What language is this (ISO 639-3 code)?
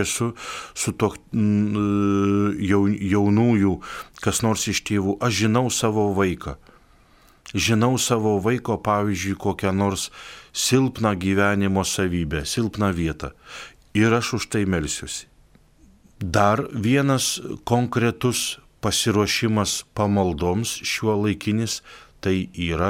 lit